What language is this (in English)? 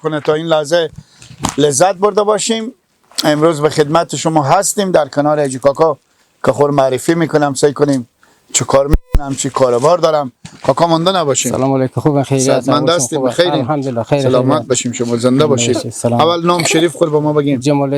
Persian